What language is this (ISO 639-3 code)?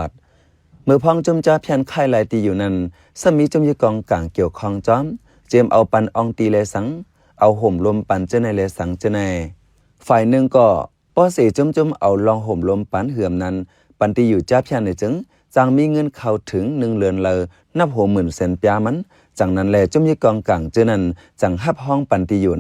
shn